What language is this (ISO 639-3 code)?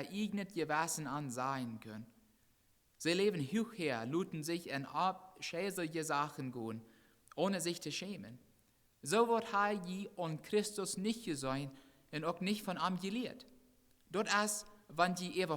pdt